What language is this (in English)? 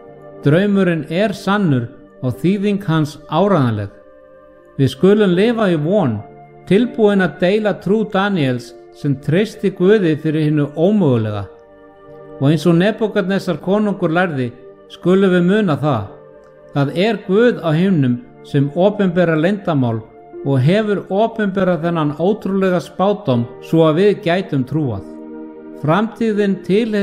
Icelandic